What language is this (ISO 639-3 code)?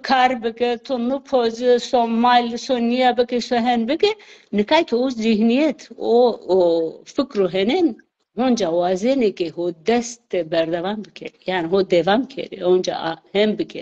zza